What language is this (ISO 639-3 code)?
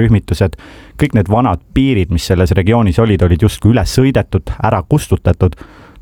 est